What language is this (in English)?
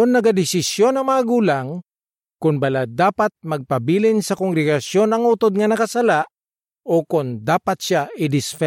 Hiligaynon